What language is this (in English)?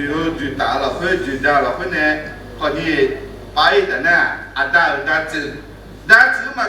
Akha